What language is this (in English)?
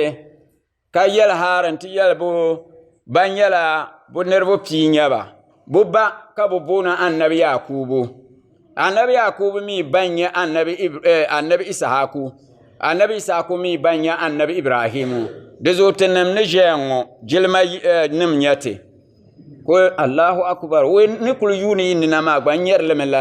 Dagbani